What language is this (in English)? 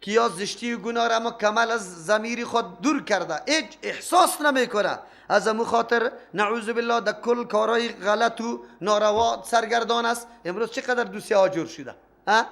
Persian